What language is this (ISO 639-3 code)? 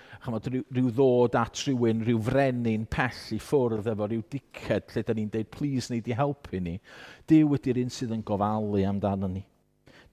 cym